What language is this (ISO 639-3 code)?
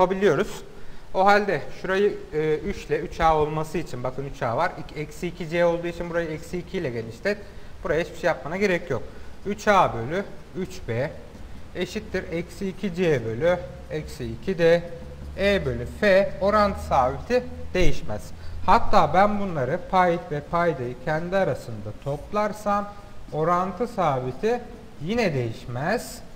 tur